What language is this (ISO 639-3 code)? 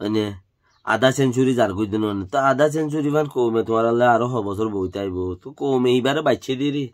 rhg